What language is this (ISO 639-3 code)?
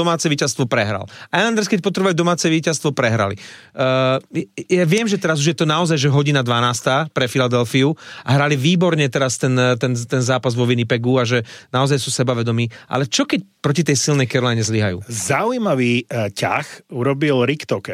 slk